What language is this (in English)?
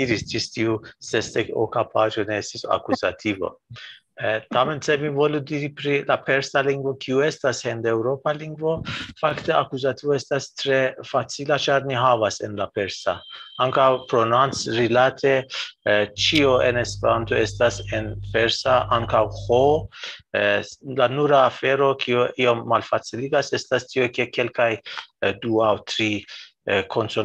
Esperanto